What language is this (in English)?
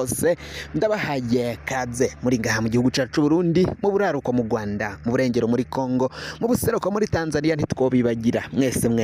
Rundi